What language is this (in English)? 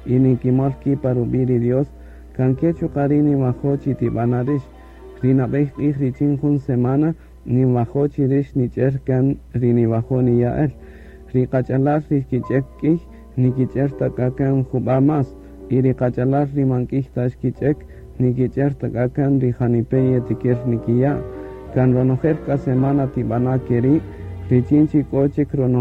Kaqchikel